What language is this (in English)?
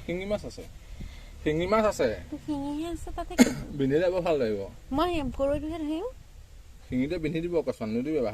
Assamese